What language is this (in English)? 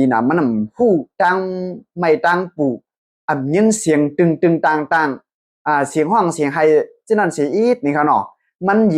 Shan